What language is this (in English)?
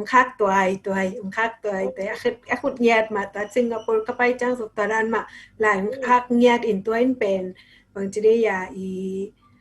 Tedim Chin